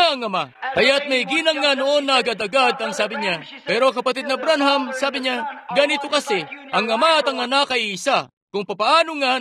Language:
Filipino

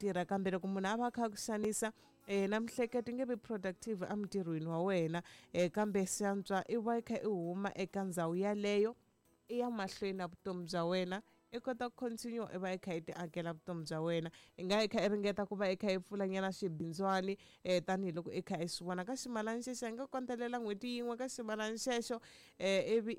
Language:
Tsonga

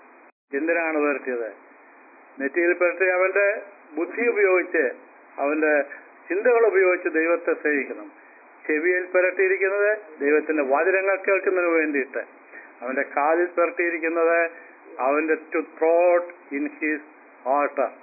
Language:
Malayalam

